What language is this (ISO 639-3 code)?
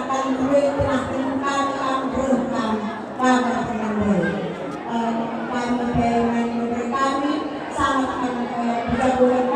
btx